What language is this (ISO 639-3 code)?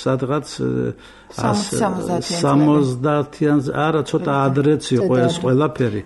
kat